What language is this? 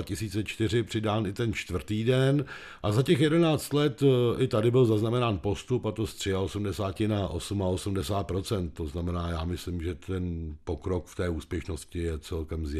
Czech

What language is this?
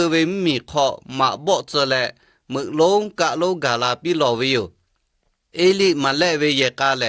Lahu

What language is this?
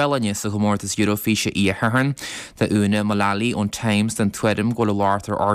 Irish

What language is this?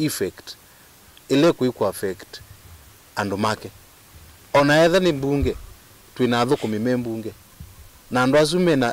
Kamba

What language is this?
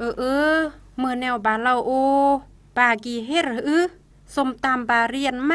Khmu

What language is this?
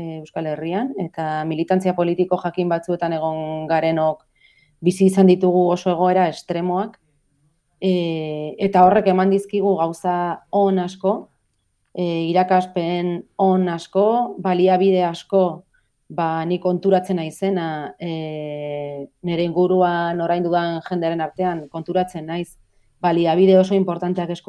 Basque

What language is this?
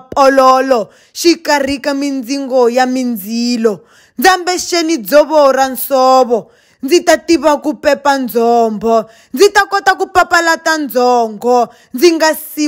Tsonga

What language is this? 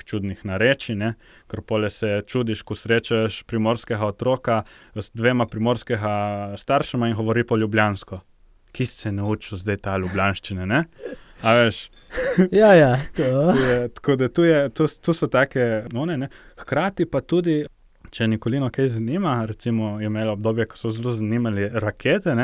Slovenian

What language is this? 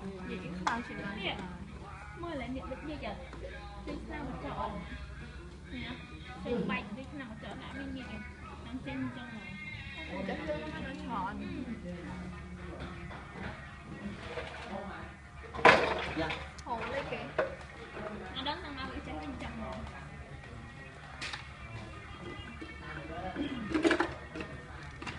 Vietnamese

